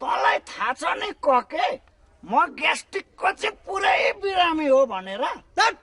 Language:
Nepali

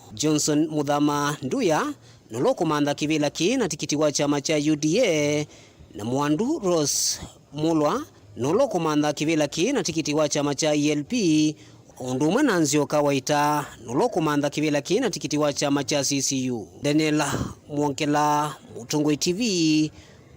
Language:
Kamba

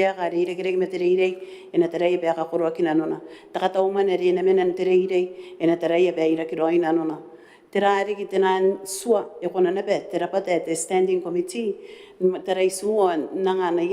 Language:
Gilbertese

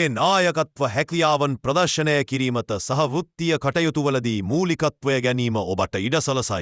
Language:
Sinhala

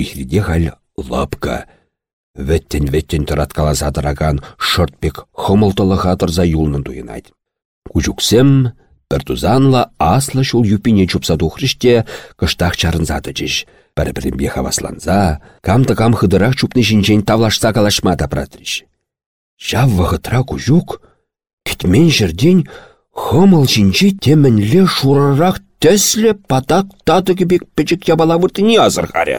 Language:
Chuvash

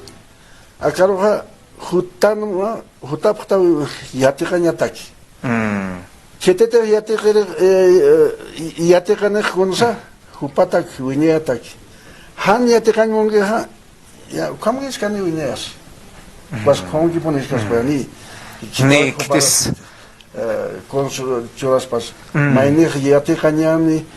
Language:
Aymara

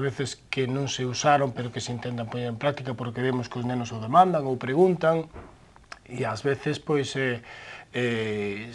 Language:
Galician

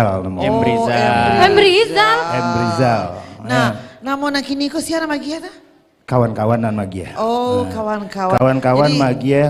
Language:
Minangkabau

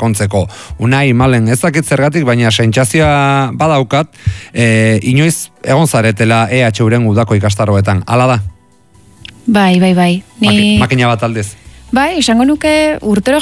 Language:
Basque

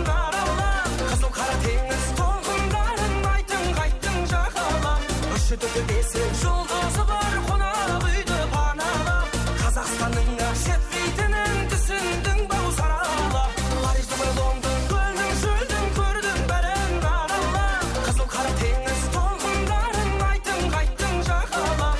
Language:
Kara-Kalpak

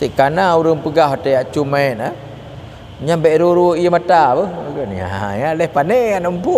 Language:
Achinese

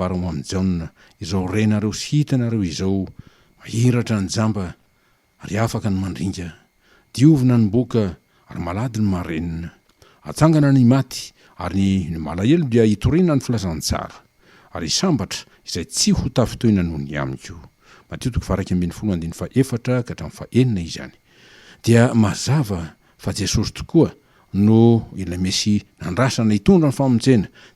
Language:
Malagasy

